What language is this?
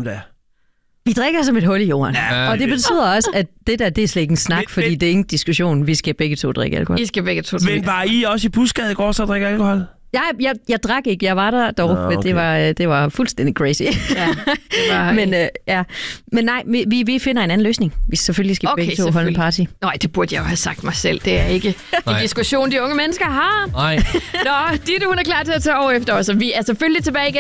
Danish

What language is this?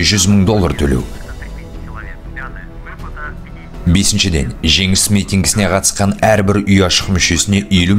Kazakh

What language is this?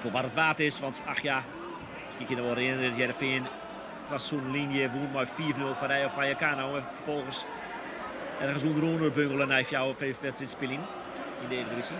Western Frisian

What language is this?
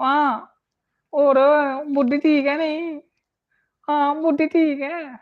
Dogri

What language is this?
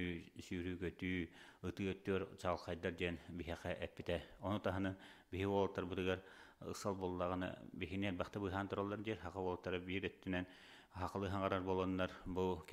Yakut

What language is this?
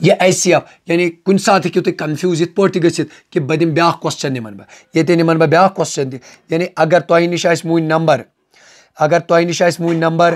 Kashmiri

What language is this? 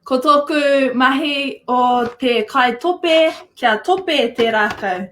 Māori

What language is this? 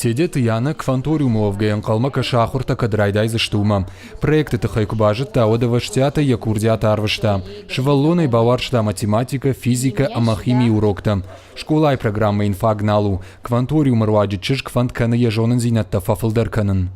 Ossetic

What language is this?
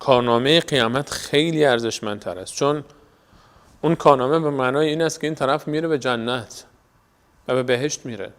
Persian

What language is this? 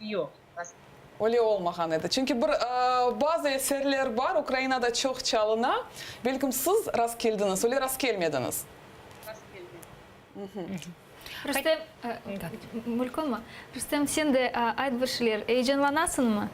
Crimean Tatar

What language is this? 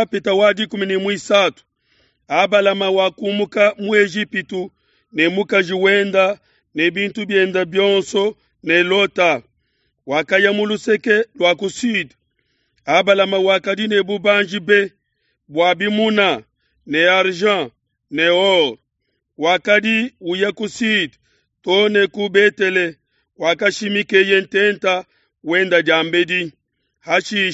Luba-Lulua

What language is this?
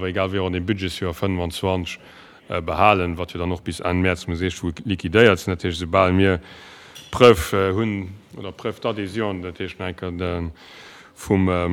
Luxembourgish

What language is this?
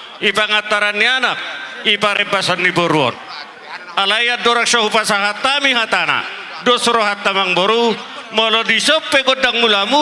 Batak Toba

